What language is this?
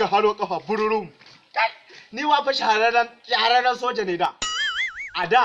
Hausa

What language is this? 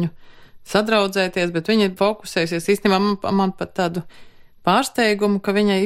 Latvian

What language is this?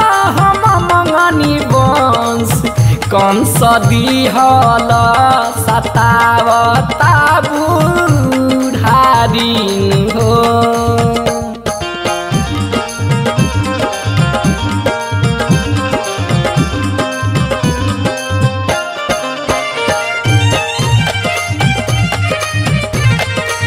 Bhojpuri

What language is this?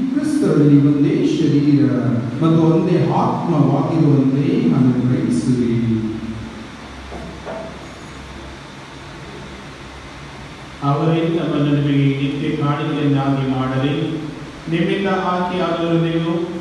Kannada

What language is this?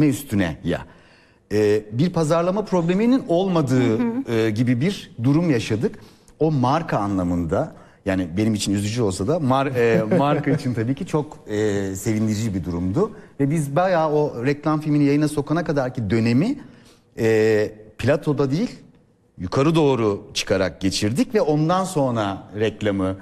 Turkish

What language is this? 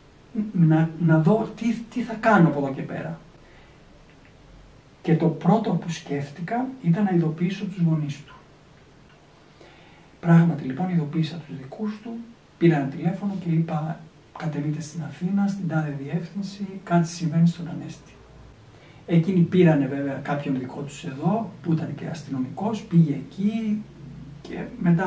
Greek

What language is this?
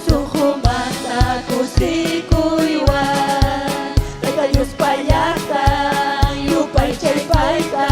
Ayacucho Quechua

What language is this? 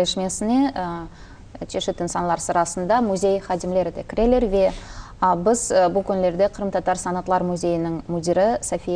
Crimean Tatar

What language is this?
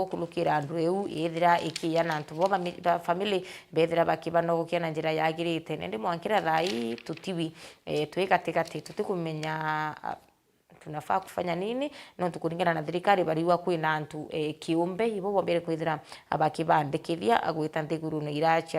Meru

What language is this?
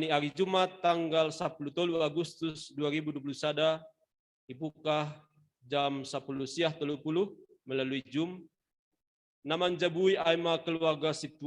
Batak Simalungun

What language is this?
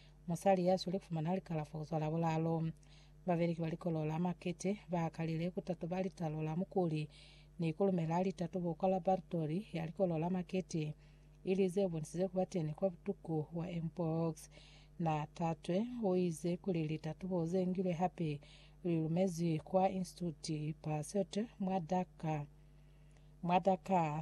Lozi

